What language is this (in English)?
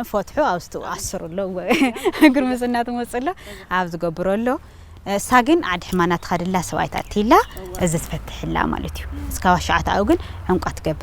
Tigrinya